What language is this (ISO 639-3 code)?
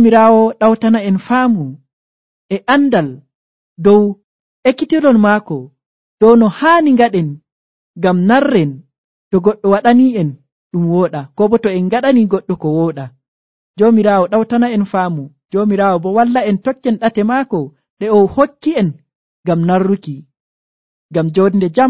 fuv